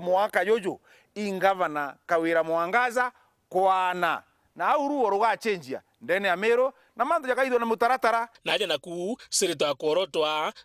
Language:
Meru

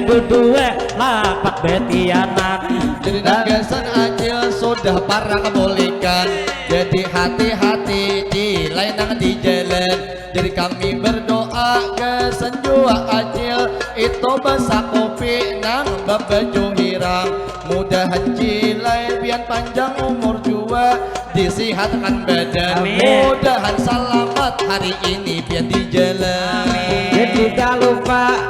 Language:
Banjar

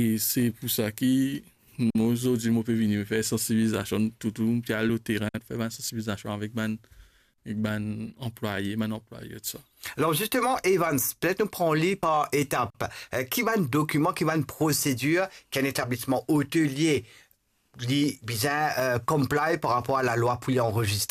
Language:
Morisyen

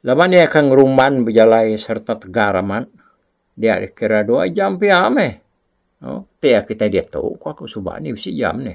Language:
Iban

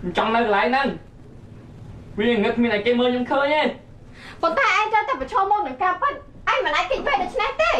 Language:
Khmer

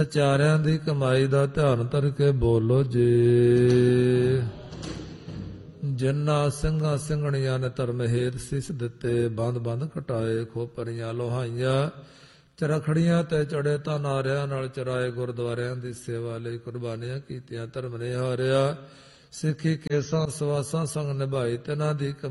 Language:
Punjabi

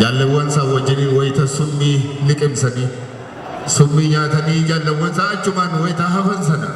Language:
Oromo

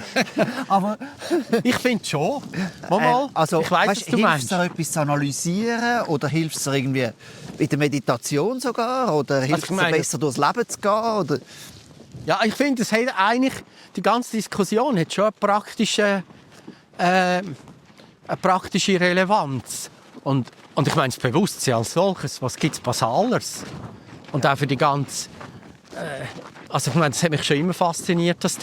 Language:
Swiss German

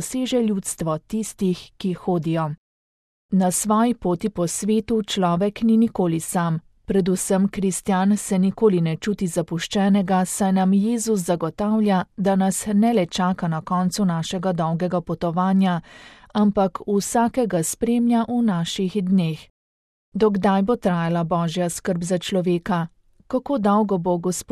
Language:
Slovenian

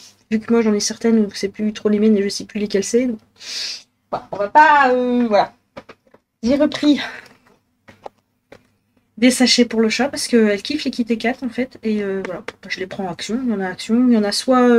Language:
French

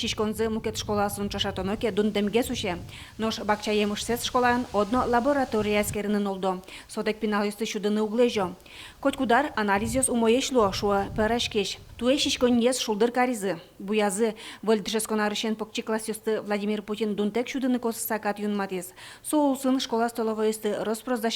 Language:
Udmurt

